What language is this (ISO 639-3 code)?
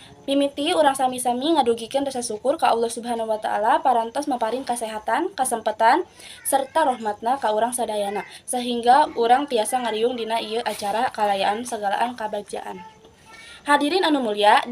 sun